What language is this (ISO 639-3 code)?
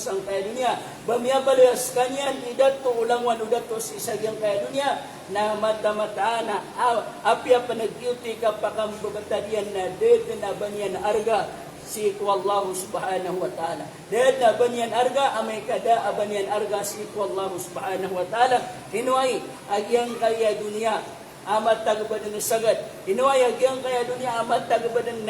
mrw